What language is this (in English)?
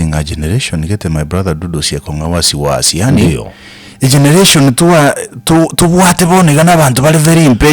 Gusii